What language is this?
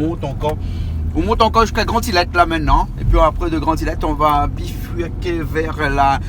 Réunion Creole French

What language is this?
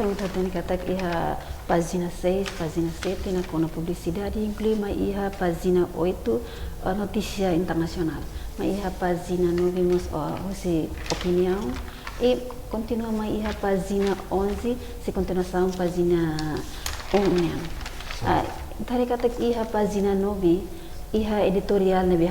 Tetum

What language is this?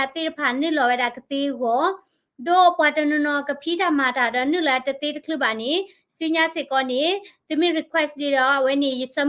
S'gaw Karen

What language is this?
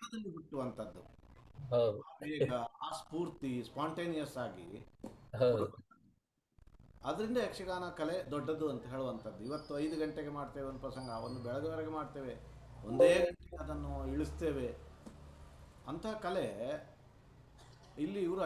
Kannada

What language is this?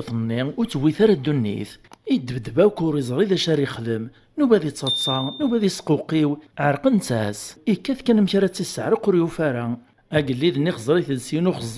Kabyle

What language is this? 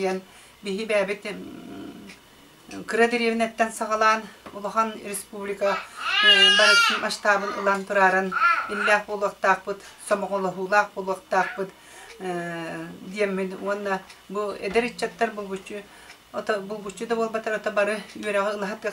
Yakut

